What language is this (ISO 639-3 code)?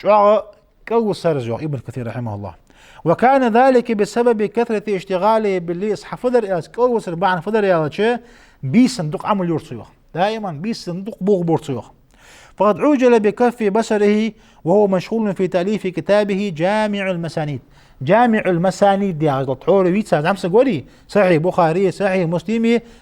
inh